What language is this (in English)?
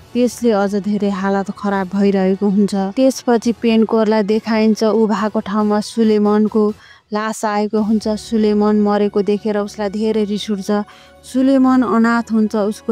Nepali